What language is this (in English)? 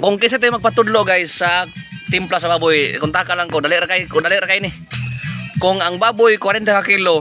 Cebuano